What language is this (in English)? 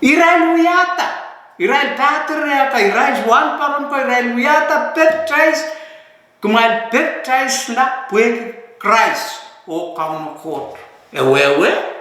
Pohnpeian